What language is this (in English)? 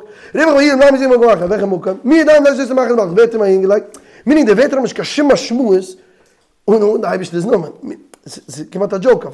Yiddish